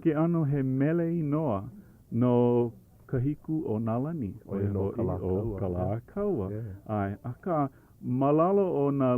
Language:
Hawaiian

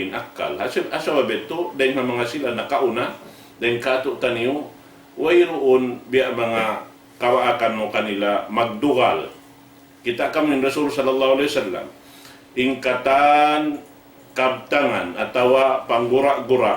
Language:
Tausug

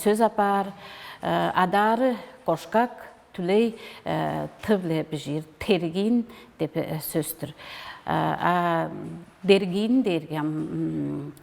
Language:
Tuvinian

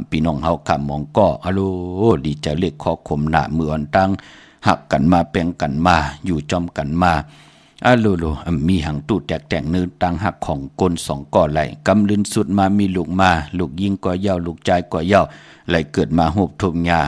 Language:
Shan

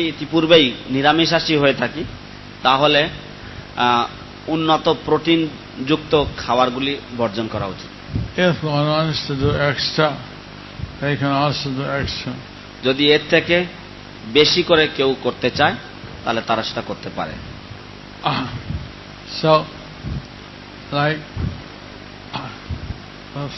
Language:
Bangla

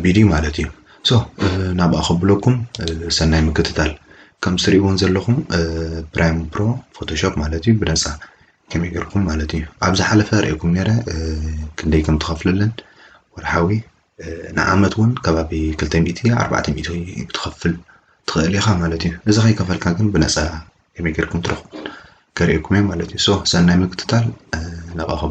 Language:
Tigrinya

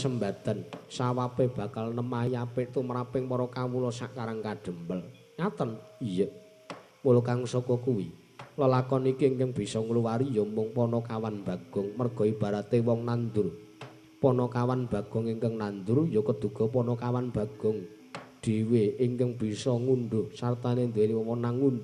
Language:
Javanese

